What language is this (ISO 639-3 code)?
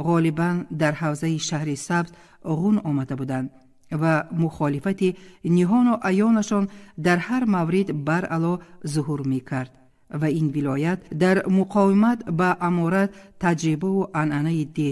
tgk